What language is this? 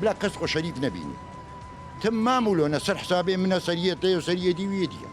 Kurdish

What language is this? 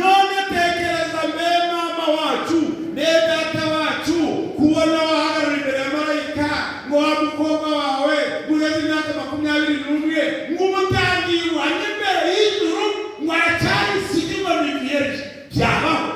Kinyarwanda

